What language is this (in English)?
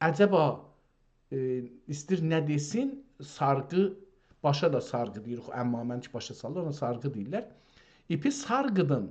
South Azerbaijani